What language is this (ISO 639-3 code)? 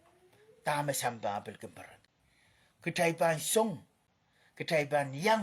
pon